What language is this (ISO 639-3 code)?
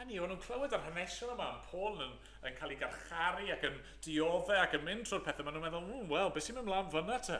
cym